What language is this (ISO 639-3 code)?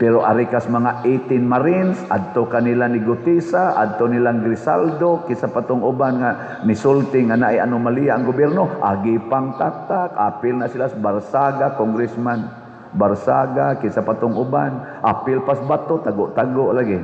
ceb